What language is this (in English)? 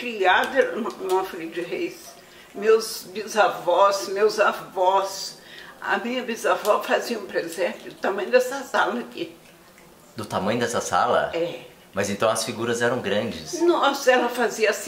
Portuguese